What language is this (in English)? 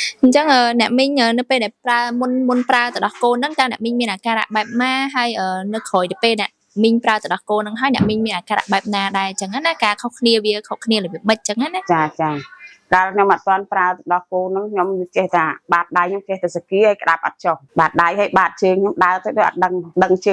Khmer